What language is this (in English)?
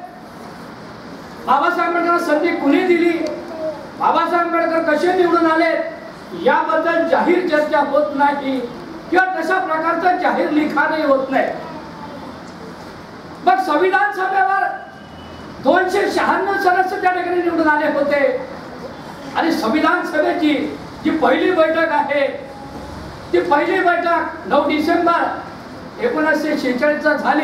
Marathi